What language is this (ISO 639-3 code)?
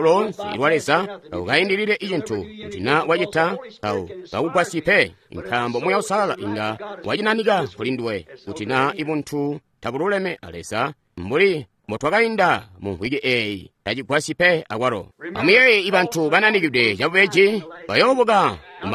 toi